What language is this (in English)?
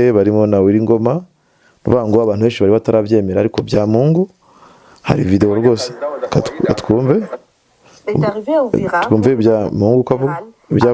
Kinyarwanda